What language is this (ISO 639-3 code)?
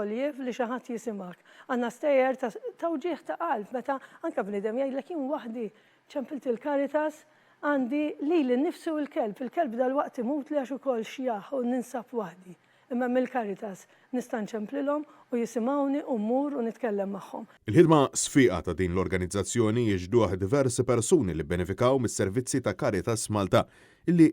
mlt